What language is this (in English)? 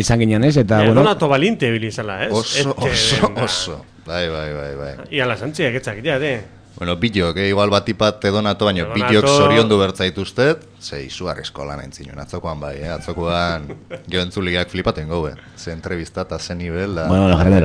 Basque